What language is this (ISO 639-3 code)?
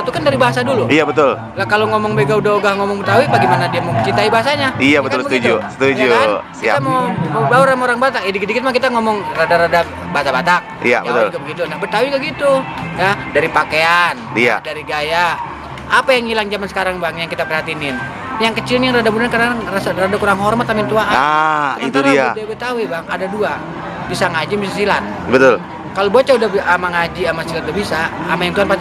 bew